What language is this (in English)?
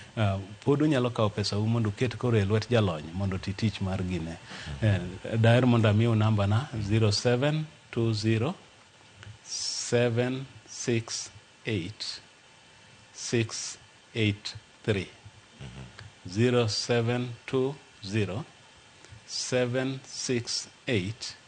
Luo (Kenya and Tanzania)